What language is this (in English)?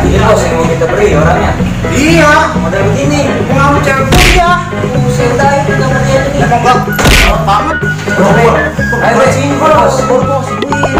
Betawi